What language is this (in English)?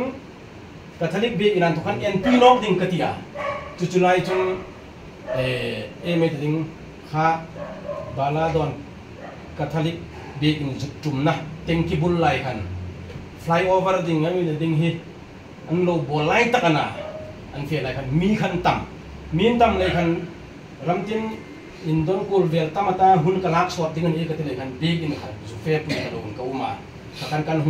Hmar